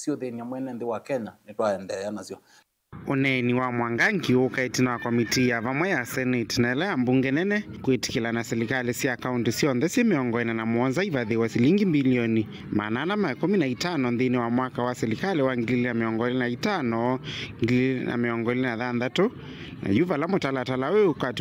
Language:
Kamba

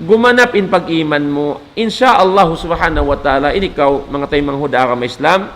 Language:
Tausug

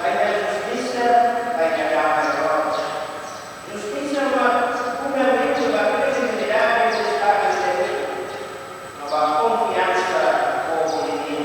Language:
Tetum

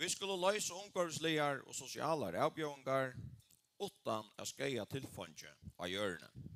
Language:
Faroese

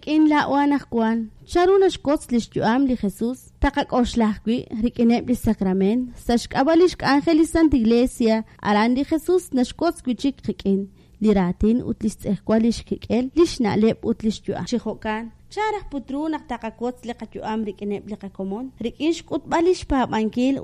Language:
Kekchí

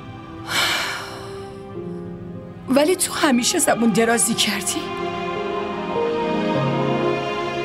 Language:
Persian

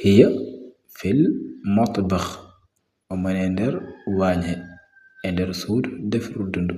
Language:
Fula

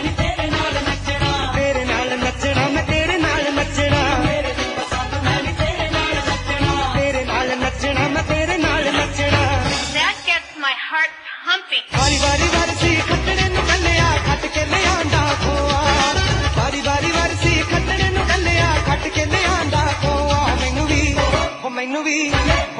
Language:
Punjabi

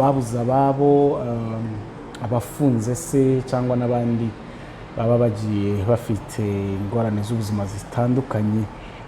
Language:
Kinyarwanda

